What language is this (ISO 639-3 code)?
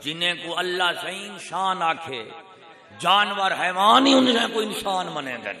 skr